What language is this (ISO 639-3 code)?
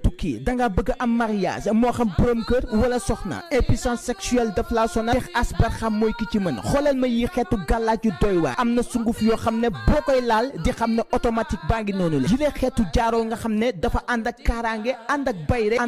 wol